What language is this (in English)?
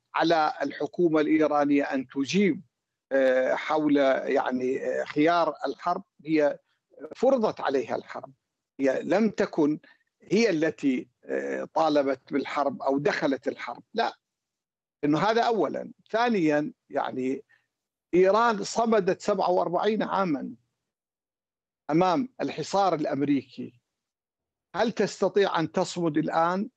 Arabic